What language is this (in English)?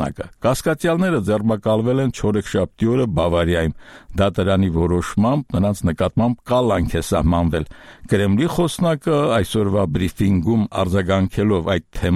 Armenian